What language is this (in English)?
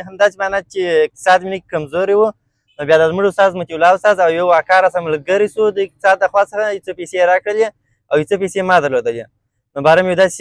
Pashto